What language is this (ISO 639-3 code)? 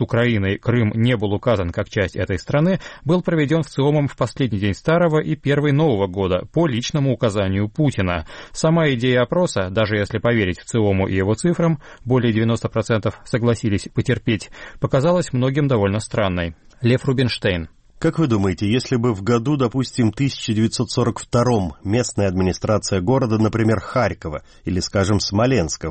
rus